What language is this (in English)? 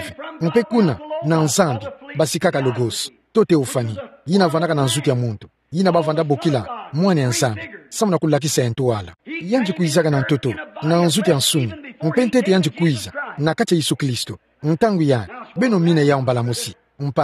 Kituba (Democratic Republic of Congo)